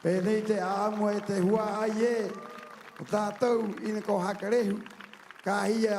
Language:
Rapanui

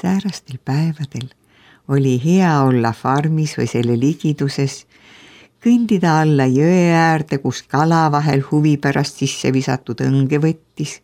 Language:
Estonian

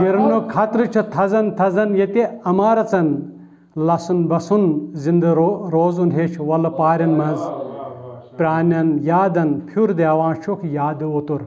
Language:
Kashmiri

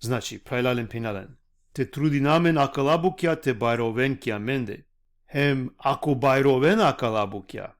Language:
Balkan Romani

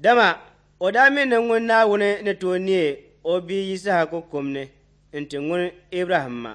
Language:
Dagbani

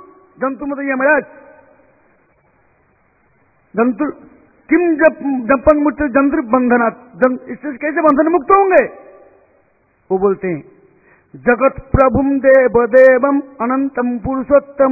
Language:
Hindi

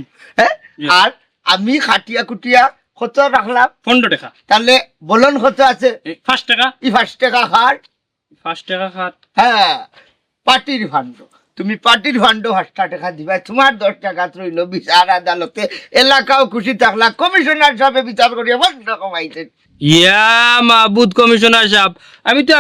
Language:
Sylheti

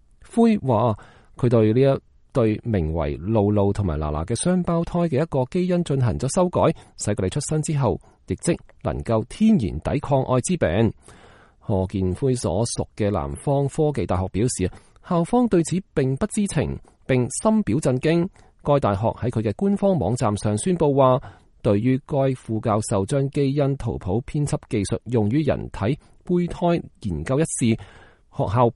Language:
Cantonese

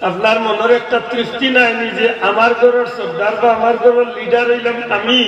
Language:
Sylheti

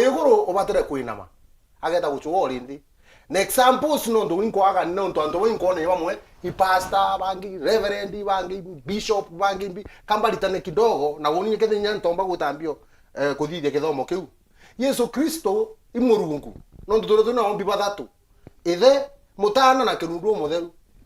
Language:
Meru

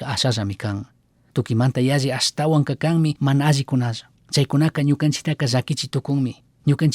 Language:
Chimborazo Highland Quichua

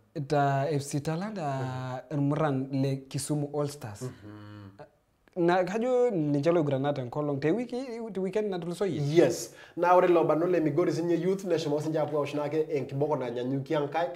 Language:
Masai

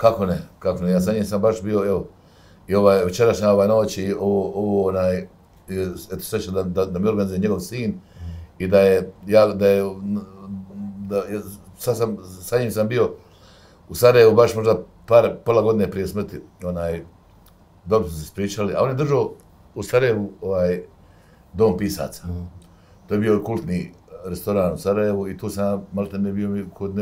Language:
Bosnian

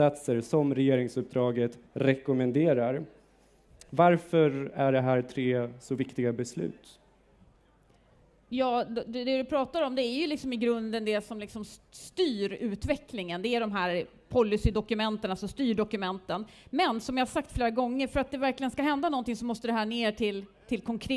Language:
Swedish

